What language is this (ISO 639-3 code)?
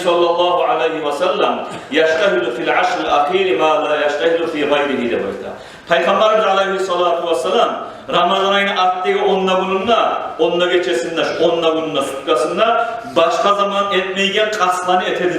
kum